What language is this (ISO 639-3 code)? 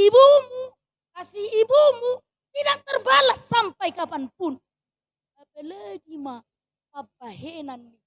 bbc